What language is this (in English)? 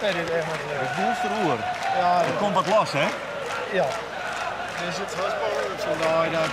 Western Frisian